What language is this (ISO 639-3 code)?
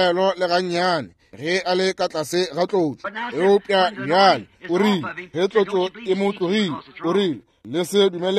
nso